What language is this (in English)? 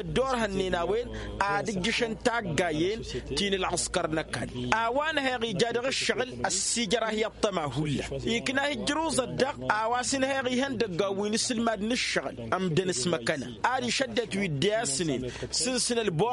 Tamasheq